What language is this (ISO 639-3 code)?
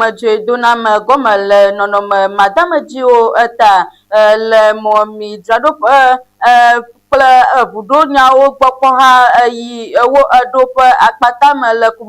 ewe